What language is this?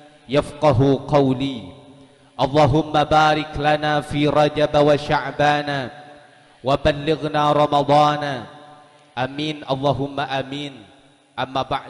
Madurese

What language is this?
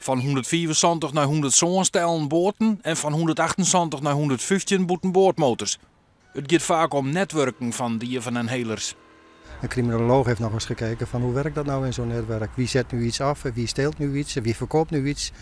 Western Frisian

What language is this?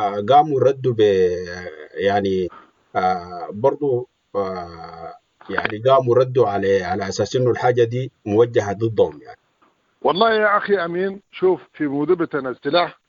Sudanese Arabic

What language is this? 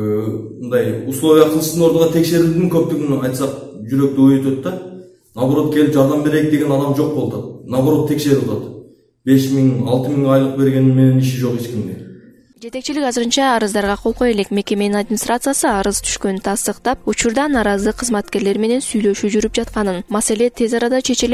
Kyrgyz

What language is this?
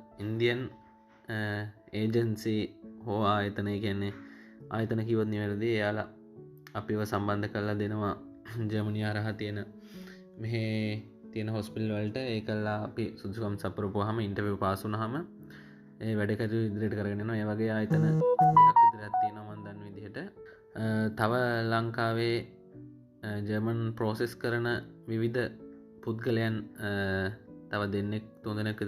Sinhala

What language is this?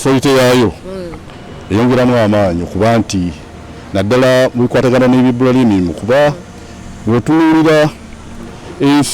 Ganda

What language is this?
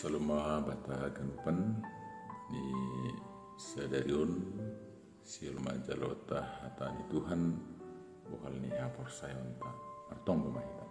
Batak Simalungun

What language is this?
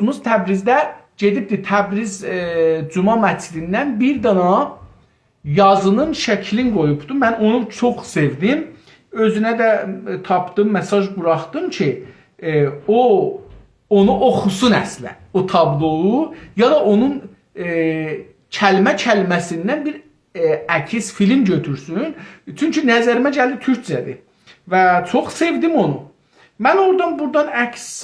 South Azerbaijani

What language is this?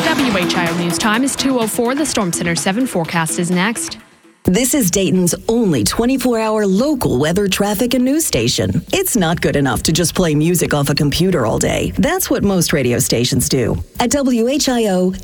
English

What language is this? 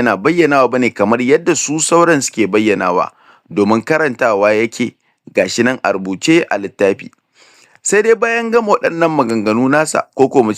Hausa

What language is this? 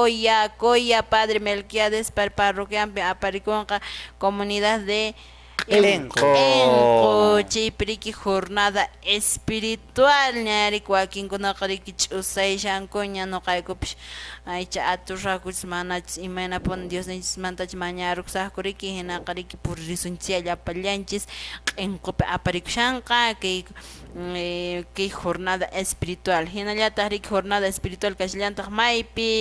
Quechua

